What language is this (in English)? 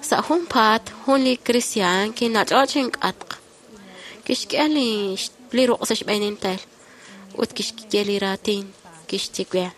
Kekchí